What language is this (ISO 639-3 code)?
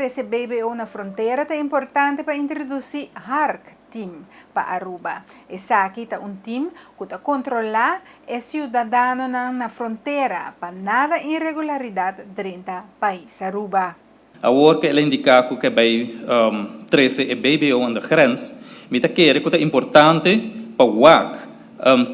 pap